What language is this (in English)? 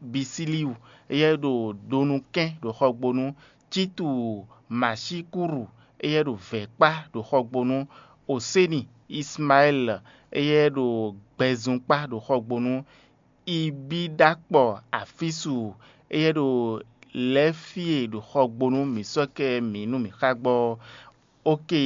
Fon